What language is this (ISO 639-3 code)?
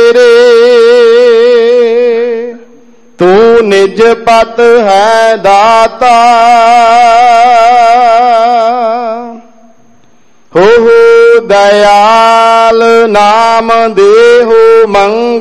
pan